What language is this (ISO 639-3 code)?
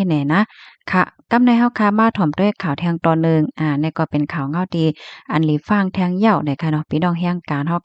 shn